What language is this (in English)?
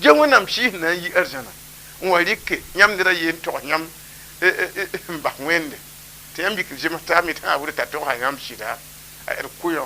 Mossi